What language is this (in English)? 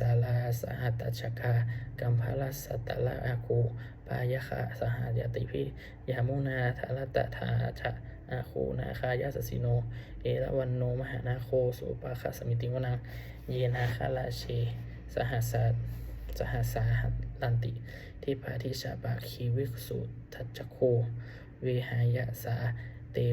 Pali